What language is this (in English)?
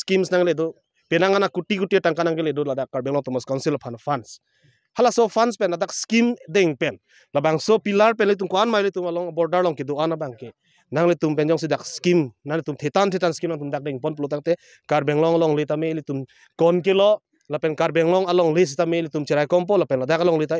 Karbi